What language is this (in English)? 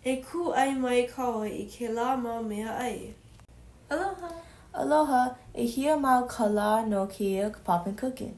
Hawaiian